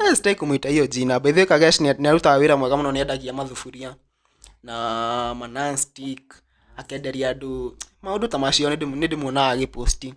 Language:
Kikuyu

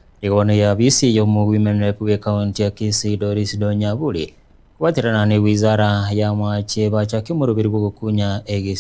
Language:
Gusii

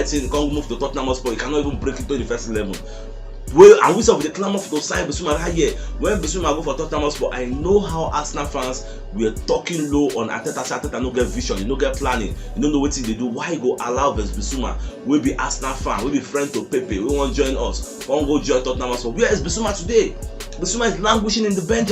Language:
Nigerian Pidgin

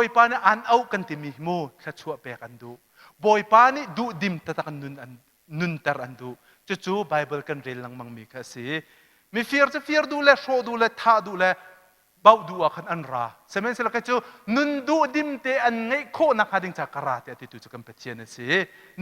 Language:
Hakha Chin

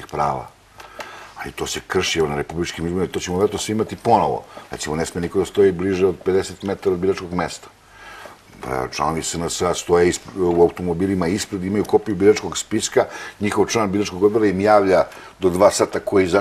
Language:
Serbian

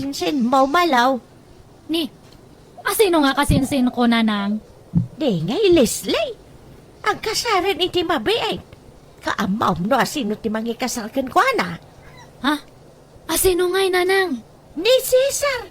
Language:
Iloko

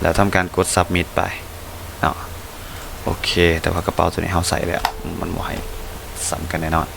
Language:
Lao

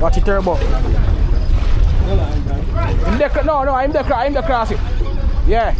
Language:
Jamaican Creole English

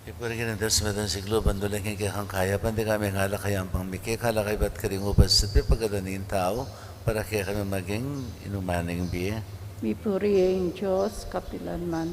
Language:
Pampanga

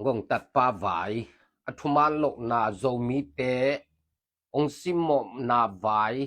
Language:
Tedim Chin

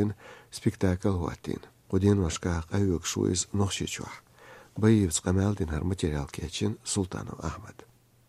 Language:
Chechen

